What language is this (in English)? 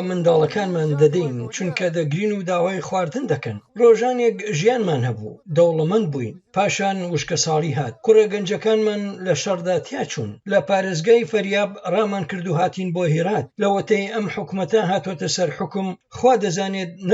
Central Kurdish